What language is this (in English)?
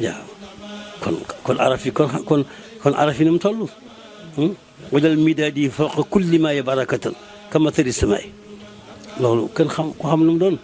Wolof